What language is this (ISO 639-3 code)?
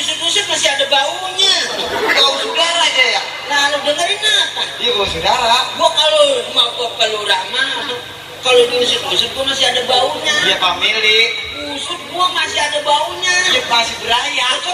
bew